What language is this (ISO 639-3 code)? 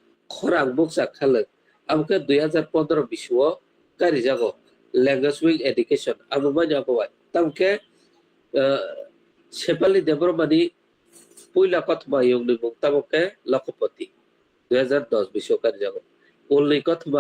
trp